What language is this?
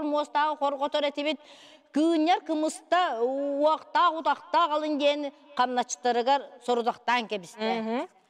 Yakut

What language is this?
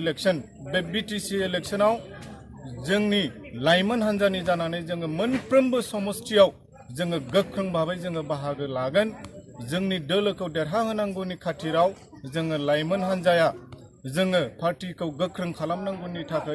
Bodo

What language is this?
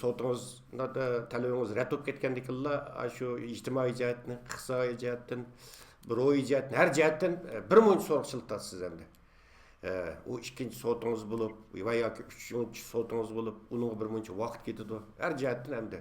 Uyghur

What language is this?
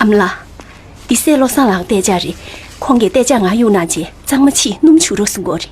Tibetan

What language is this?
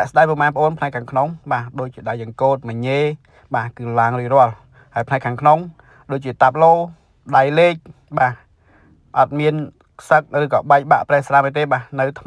Khmer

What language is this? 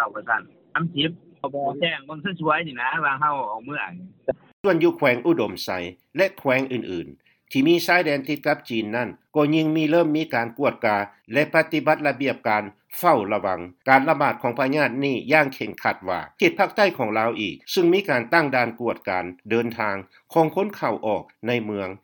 Lao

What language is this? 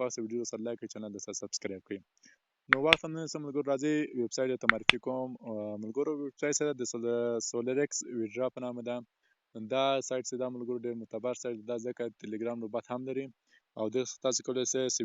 Pashto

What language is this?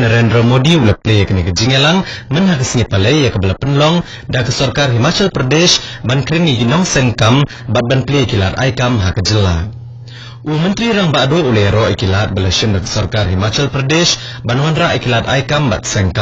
Khasi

